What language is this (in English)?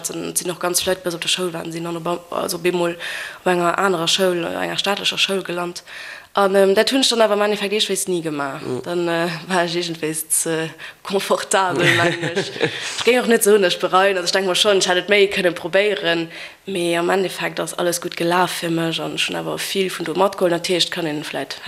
Luxembourgish